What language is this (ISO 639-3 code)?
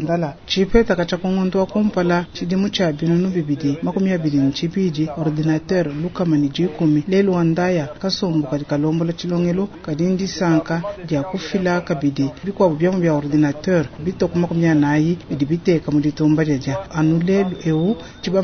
lua